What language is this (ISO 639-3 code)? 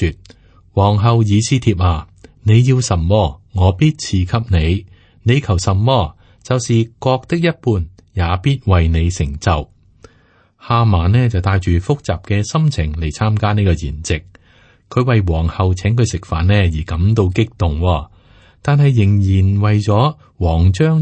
yue